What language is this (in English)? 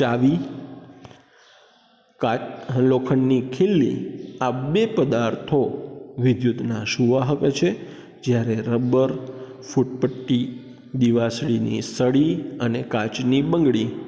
Gujarati